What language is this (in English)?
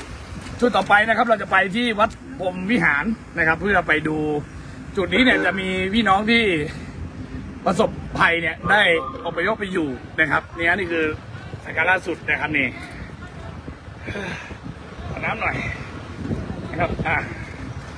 Thai